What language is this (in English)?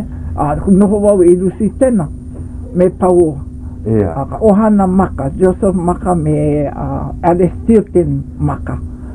Hawaiian